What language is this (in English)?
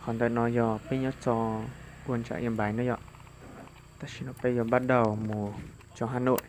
Hmong